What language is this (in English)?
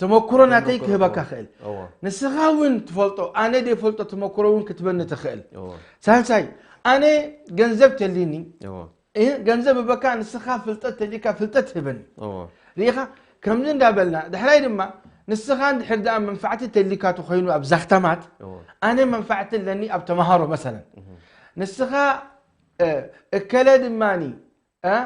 Tigrinya